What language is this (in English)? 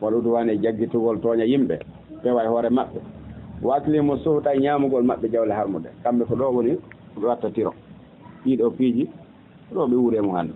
Fula